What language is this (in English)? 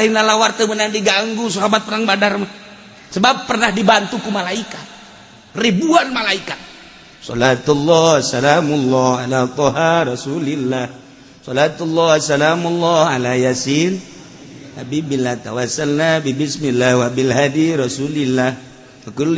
Sundanese